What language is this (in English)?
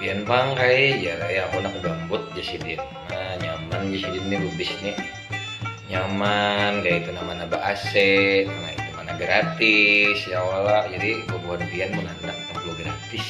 Banjar